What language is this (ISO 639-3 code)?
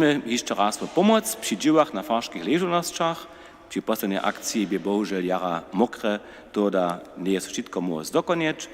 hsb